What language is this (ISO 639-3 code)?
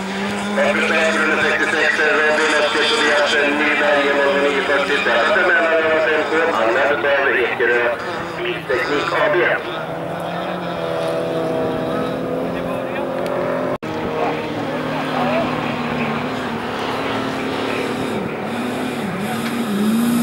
swe